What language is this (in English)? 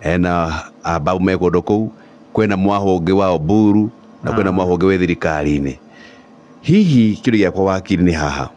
Kikuyu